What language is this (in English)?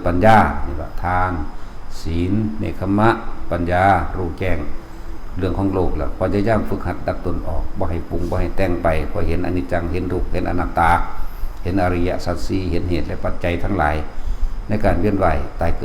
Northeastern Thai